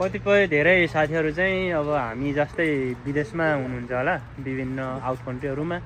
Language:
Nepali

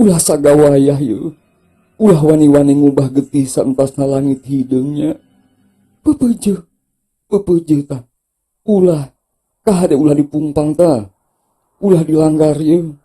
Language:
Sundanese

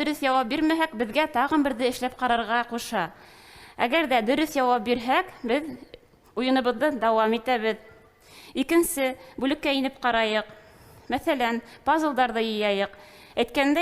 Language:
Bashkir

